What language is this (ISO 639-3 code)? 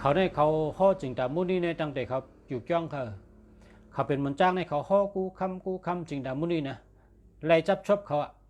shn